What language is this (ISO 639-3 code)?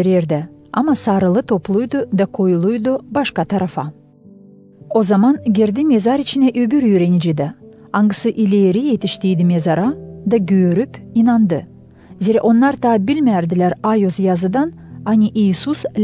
gag